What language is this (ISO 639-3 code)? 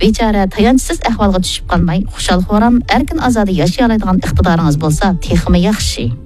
uig